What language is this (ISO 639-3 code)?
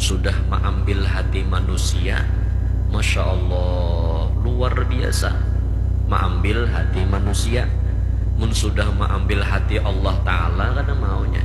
bjn